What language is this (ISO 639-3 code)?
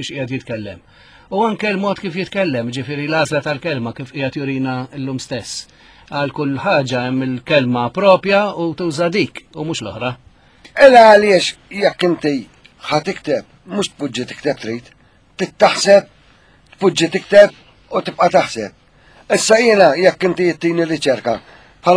mlt